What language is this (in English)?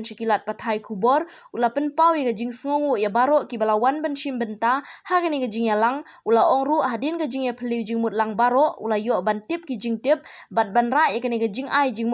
Khasi